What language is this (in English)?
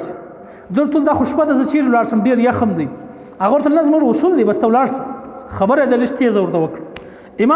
Pashto